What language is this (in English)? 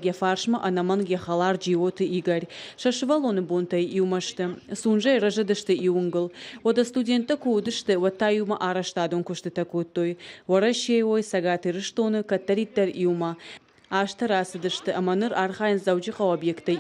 Ossetic